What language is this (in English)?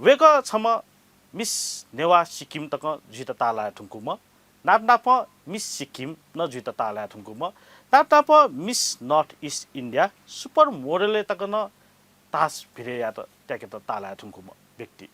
Newari